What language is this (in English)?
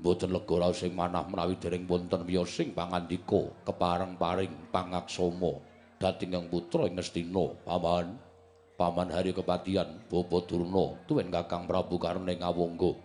Javanese